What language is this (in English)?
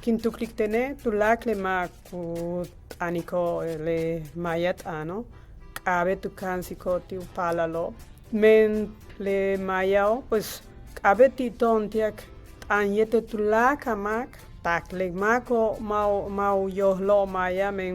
Yucateco